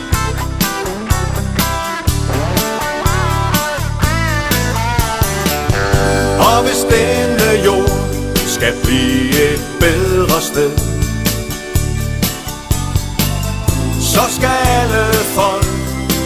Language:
Danish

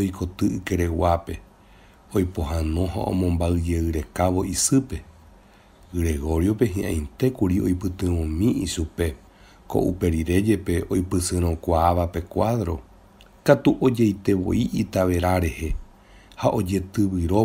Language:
Guarani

